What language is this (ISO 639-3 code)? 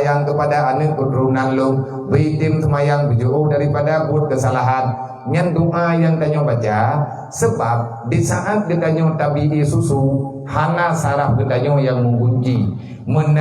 ace